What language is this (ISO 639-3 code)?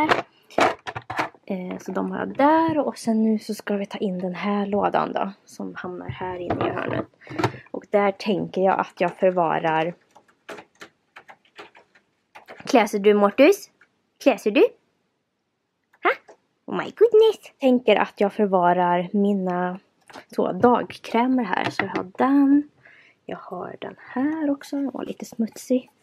swe